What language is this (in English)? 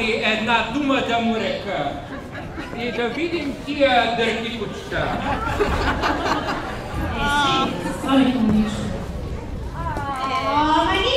Bulgarian